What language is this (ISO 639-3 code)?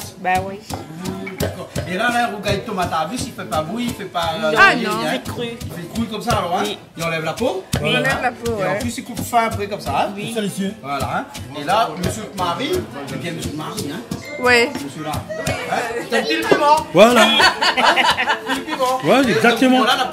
rcf